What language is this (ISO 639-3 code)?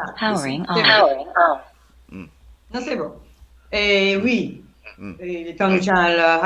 mfe